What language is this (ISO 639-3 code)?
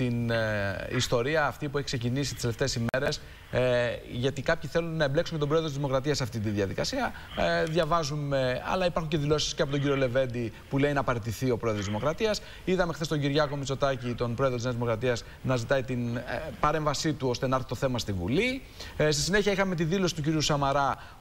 ell